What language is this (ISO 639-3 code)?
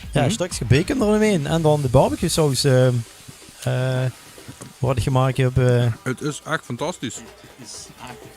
lim